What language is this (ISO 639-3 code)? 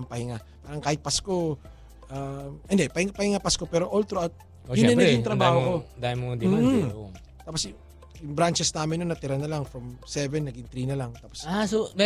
fil